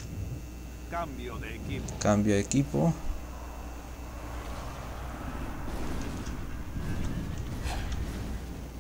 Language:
Spanish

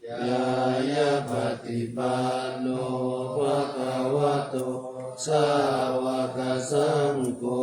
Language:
Pali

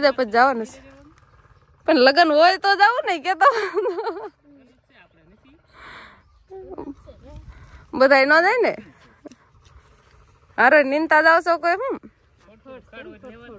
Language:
Gujarati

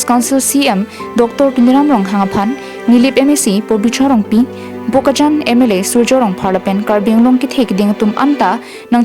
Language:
Karbi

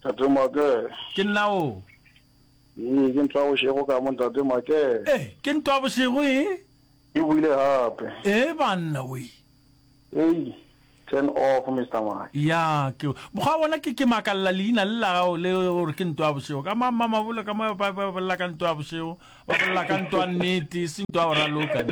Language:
Northern Sotho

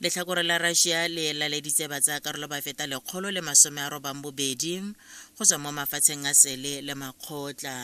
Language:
Tswana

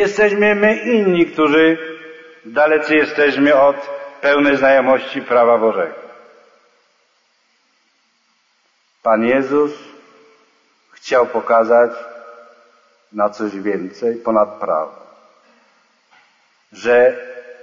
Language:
Polish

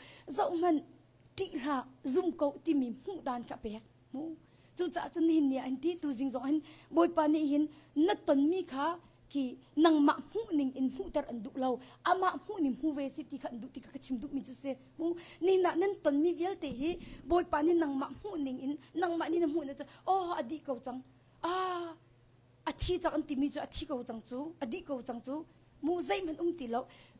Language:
Hakha Chin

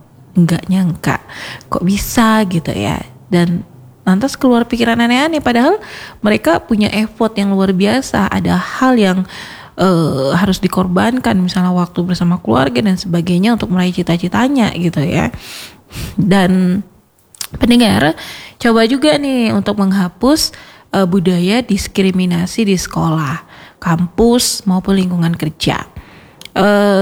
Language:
Indonesian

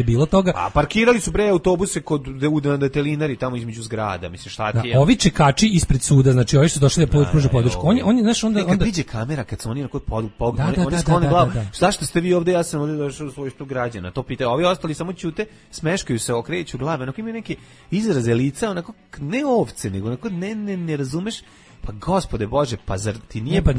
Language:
Serbian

